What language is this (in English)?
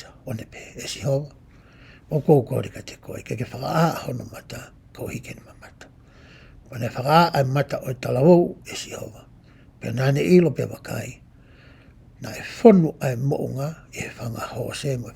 Tongan